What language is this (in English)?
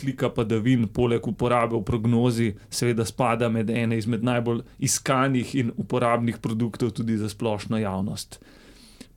Slovenian